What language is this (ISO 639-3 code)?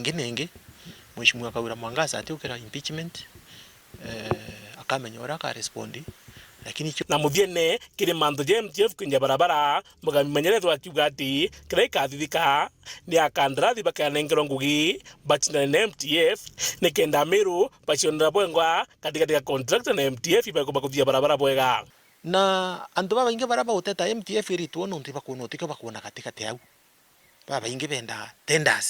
mer